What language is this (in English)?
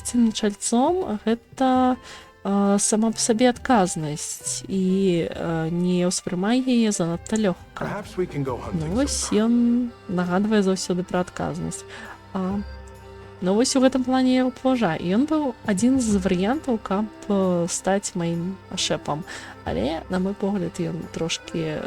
Belarusian